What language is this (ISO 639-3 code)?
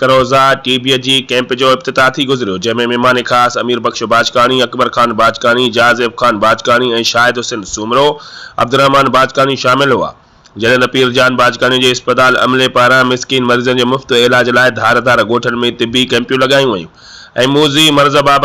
snd